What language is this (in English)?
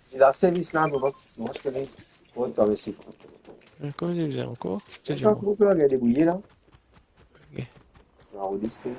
Morisyen